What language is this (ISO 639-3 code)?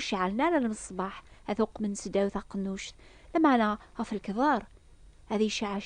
kab